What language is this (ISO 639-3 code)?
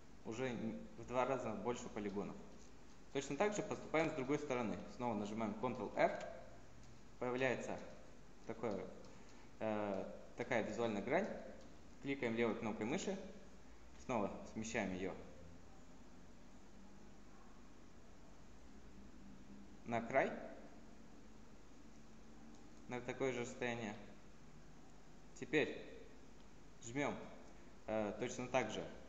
rus